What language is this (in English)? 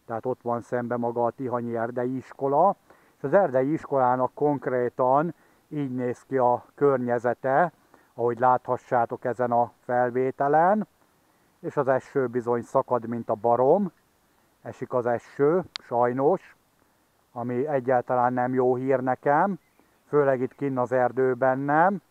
Hungarian